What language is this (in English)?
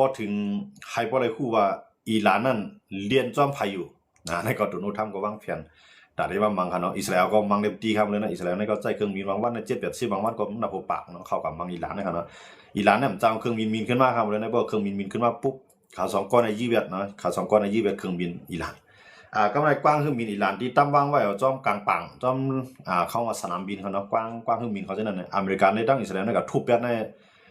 Shan